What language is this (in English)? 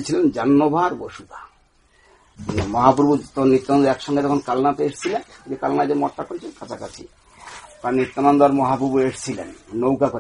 Bangla